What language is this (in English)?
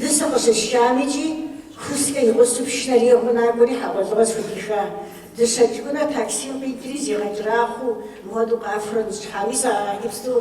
Kabardian